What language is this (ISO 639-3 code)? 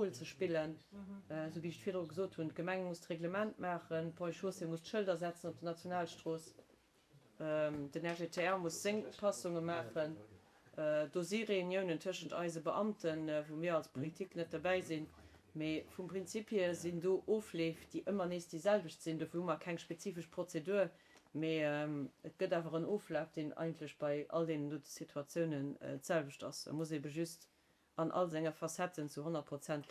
ltz